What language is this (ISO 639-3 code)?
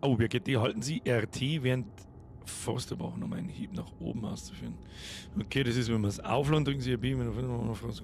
bar